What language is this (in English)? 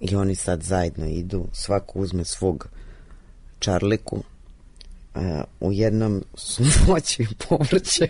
Serbian